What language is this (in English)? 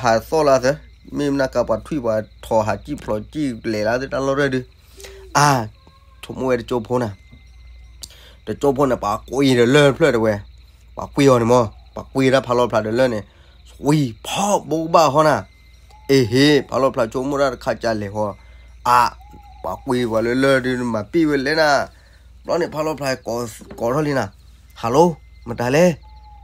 S'gaw Karen